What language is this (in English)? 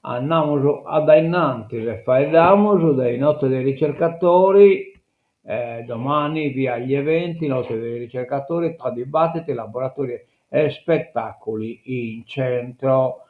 Sardinian